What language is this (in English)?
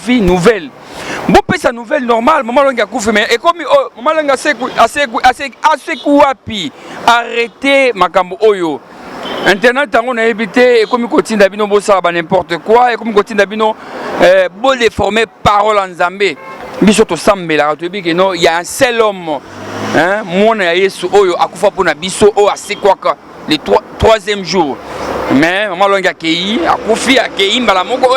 Lingala